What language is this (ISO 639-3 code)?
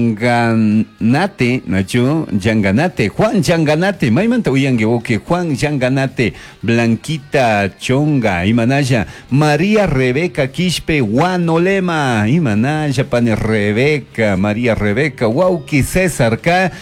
qug